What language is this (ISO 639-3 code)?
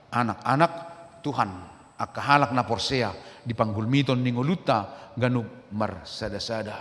bbc